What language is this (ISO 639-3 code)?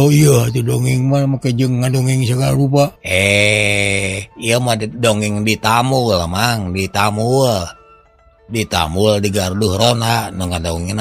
sun